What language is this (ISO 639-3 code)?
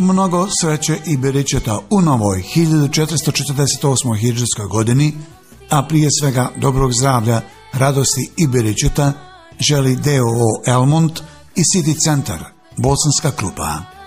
bos